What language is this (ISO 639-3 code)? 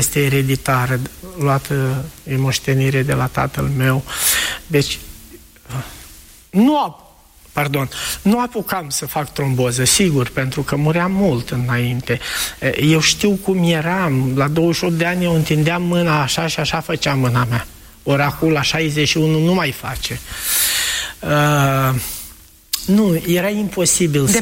ron